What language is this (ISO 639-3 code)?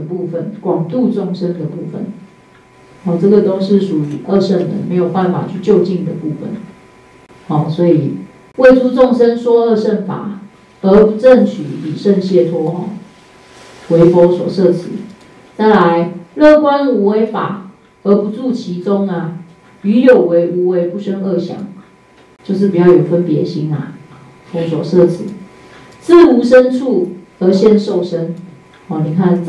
zho